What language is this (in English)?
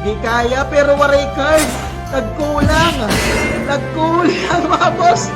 Waray